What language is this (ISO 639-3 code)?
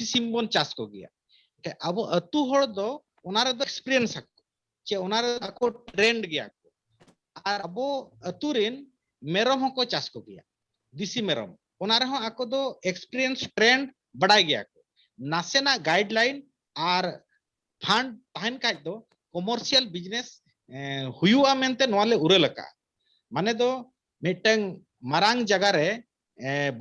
sat